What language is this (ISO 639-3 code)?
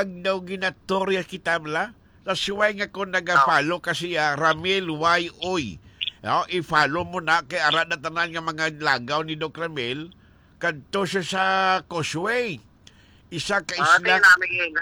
hil